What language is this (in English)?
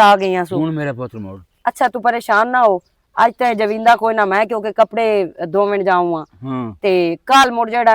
Western Panjabi